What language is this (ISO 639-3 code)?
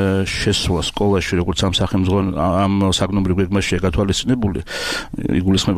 kat